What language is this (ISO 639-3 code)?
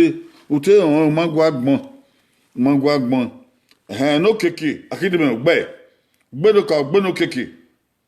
bin